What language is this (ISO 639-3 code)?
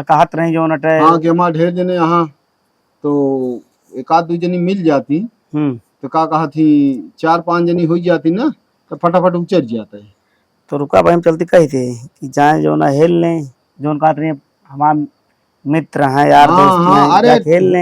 awa